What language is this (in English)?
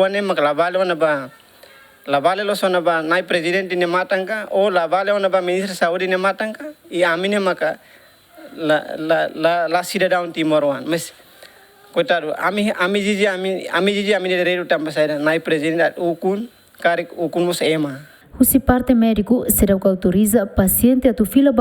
Tetum